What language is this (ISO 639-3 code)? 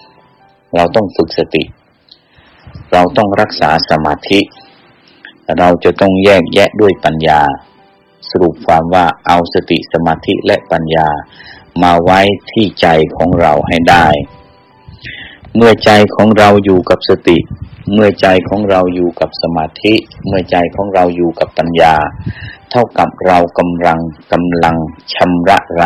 tha